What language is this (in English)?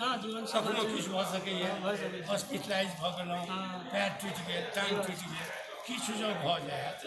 Maithili